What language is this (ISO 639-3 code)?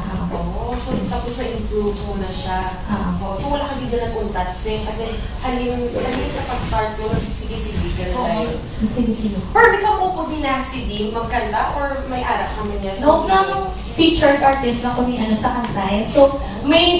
hil